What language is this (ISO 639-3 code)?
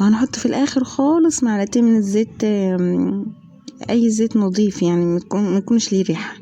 arz